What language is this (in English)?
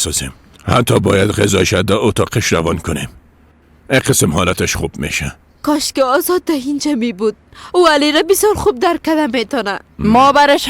Persian